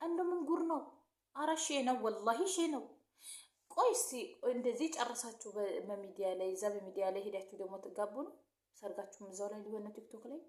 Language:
Amharic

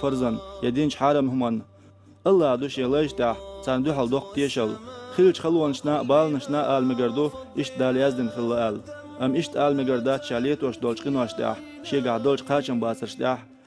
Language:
Chechen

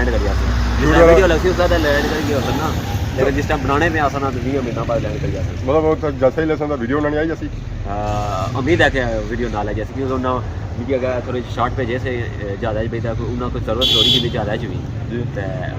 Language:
Pahari-Potwari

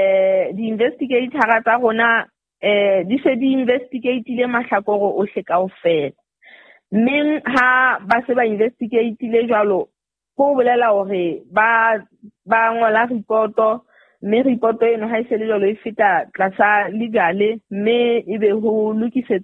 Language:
Southern Sotho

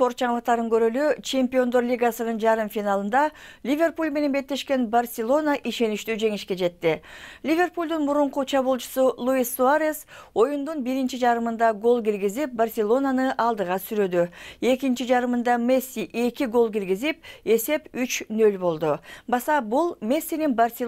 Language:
Kyrgyz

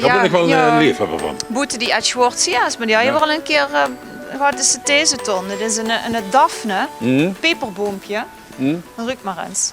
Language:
Limburgish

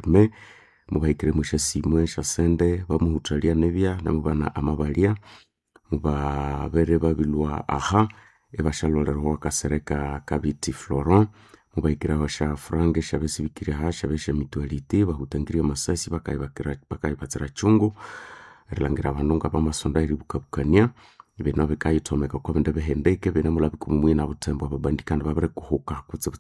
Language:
Nande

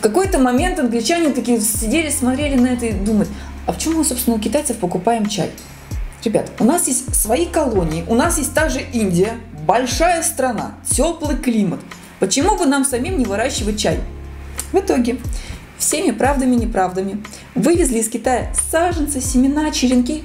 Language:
Russian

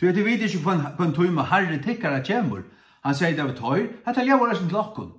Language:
Faroese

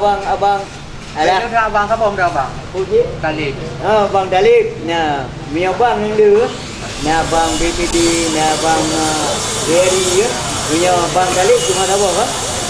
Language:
Achinese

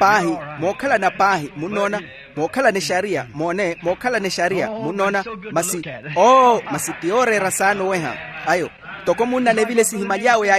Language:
Makhuwa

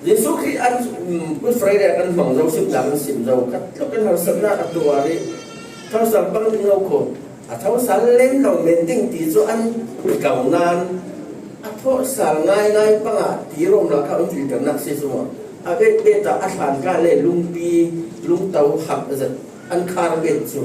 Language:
Falam Chin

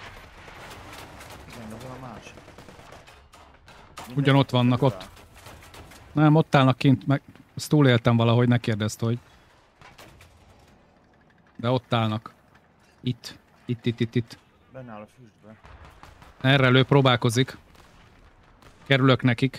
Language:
Hungarian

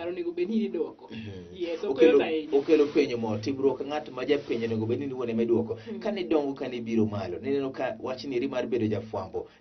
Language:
Luo (Kenya and Tanzania)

